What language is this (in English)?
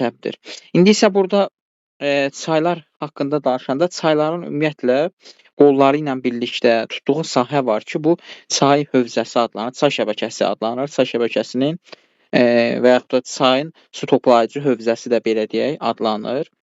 Azerbaijani